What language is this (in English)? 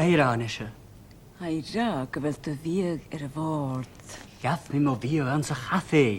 Scottish Gaelic